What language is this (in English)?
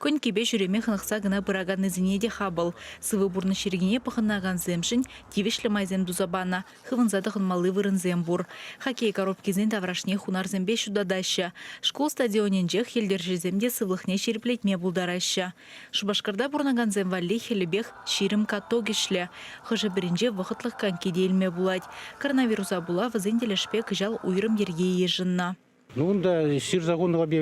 Chuvash